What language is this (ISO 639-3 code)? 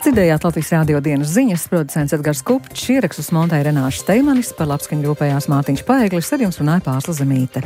lav